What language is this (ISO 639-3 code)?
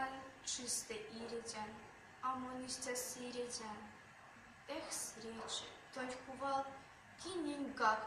myv